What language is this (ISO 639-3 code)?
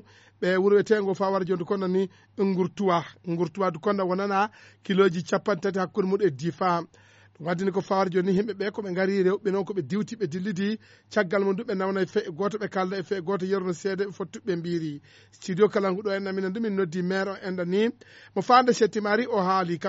ful